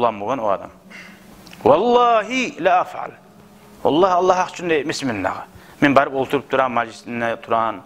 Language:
Kumyk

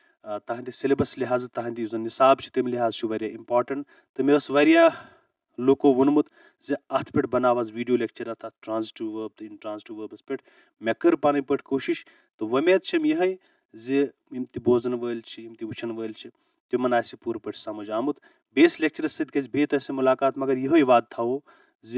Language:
Kashmiri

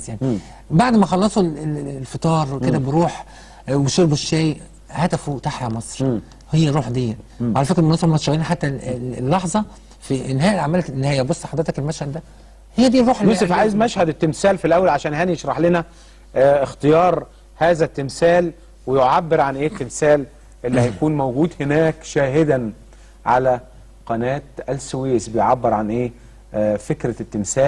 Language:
Egyptian Arabic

